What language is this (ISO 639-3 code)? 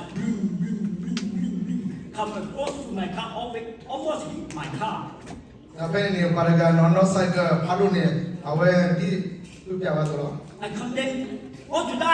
ksw